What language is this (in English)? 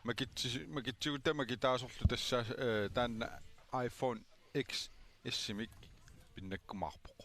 Kalaallisut